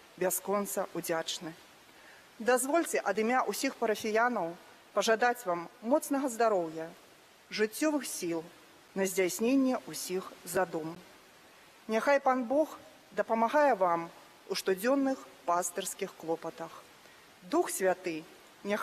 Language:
Belarusian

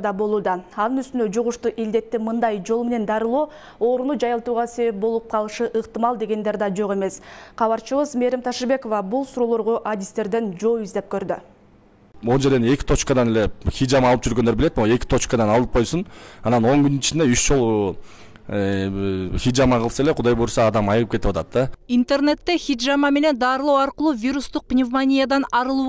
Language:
Kyrgyz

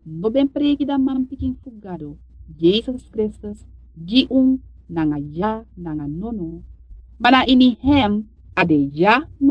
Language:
Sranan Tongo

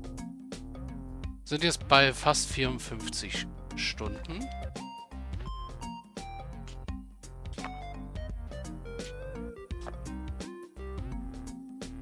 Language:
German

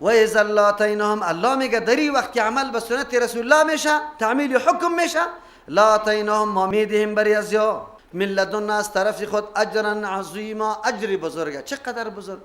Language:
Persian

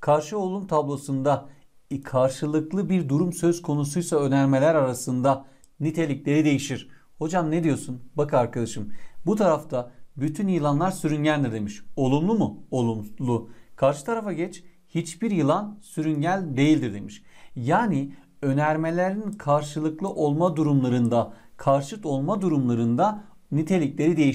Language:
Turkish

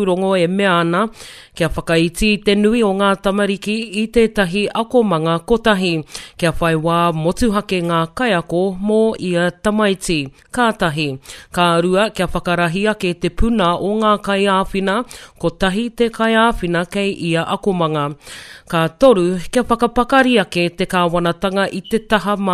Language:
Māori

